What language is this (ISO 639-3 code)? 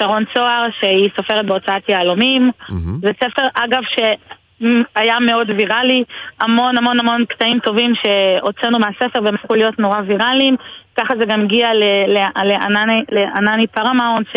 heb